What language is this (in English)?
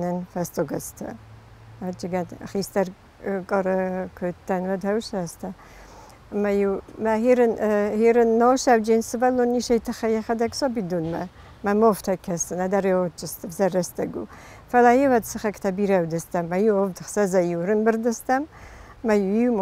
Ossetic